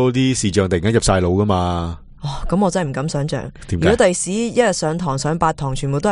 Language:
Cantonese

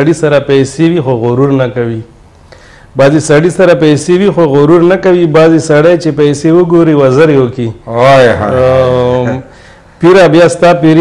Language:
Pashto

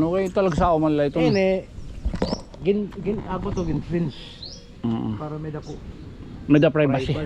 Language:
Waray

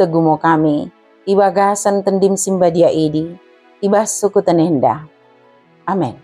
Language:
Batak Dairi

